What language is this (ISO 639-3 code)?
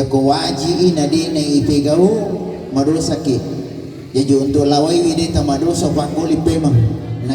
bug